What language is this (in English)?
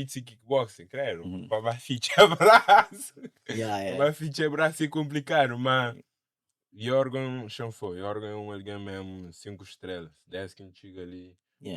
Kabuverdianu